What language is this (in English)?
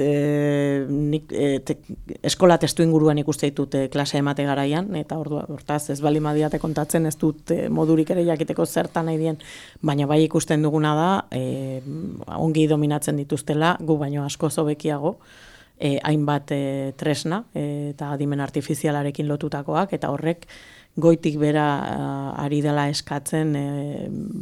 Basque